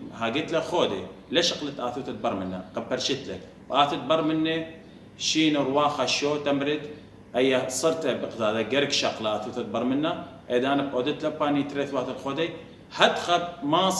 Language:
Assyrian Neo-Aramaic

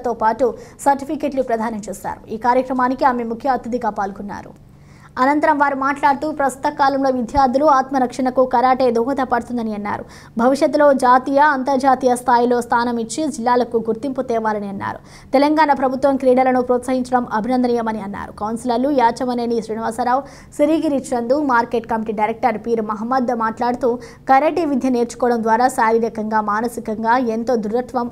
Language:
Telugu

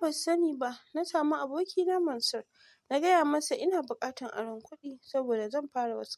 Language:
Hausa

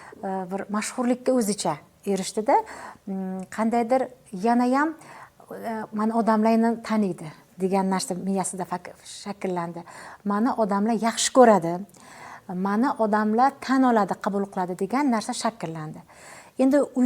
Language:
Uzbek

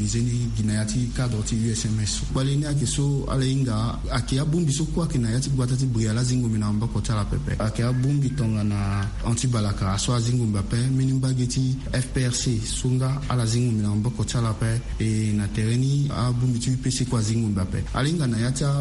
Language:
Sango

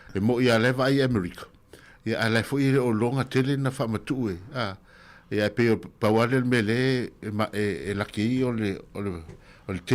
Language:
Samoan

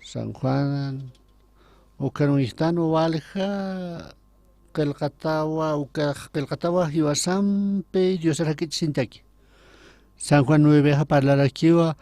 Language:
Aymara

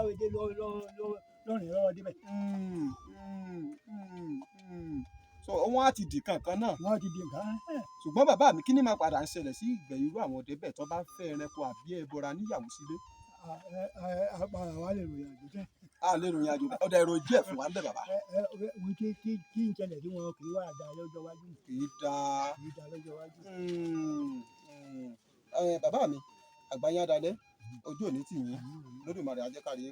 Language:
Yoruba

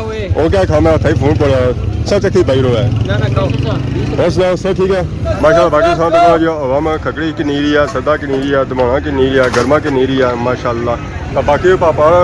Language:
Pahari-Potwari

